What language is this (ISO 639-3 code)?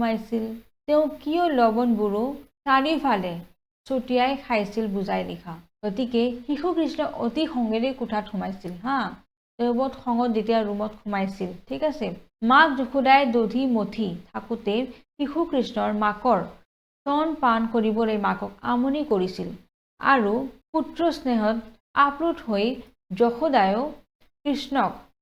asm